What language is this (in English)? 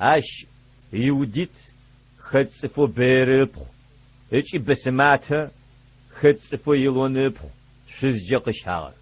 Adyghe